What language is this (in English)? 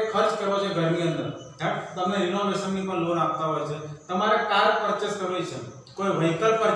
Gujarati